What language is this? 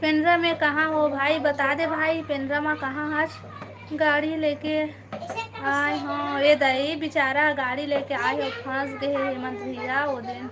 Chhattisgarhi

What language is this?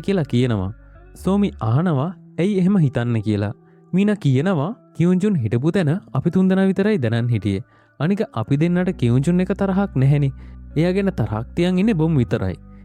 Sinhala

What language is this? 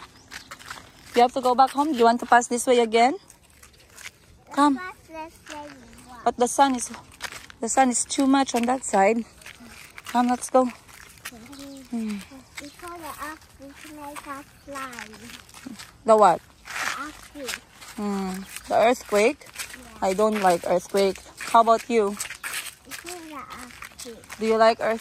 Filipino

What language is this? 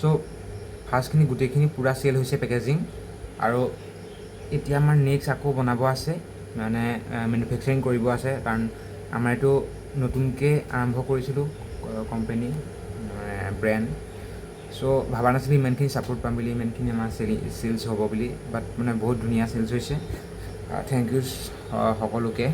Assamese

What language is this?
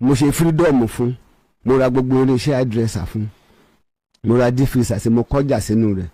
Yoruba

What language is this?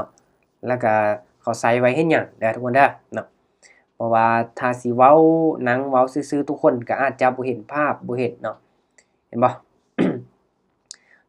Lao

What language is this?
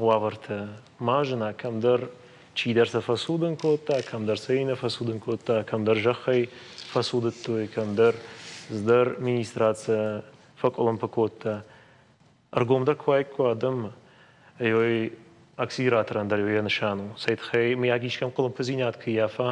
Ossetic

